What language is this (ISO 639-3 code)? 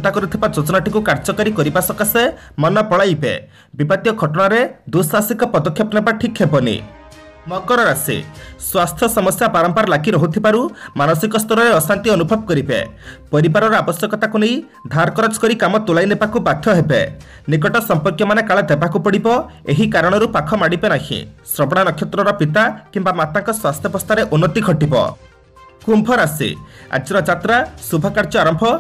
ori